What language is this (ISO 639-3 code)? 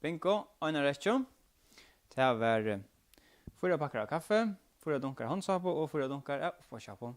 fao